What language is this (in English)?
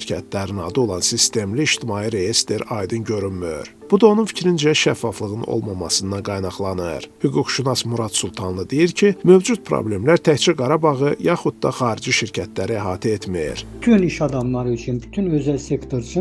Azerbaijani